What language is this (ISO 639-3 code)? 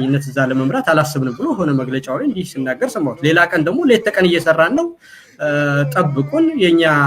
amh